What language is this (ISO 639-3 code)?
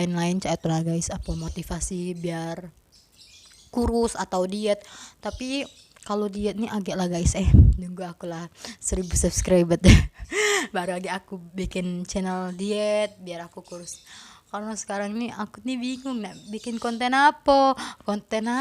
mui